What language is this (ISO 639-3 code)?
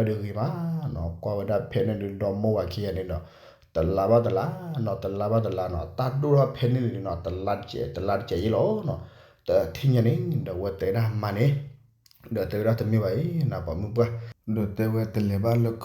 ksw